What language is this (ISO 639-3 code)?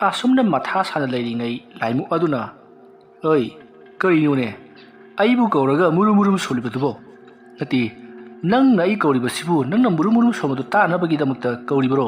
mni